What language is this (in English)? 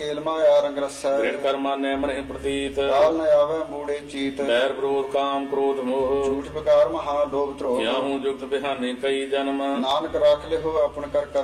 Punjabi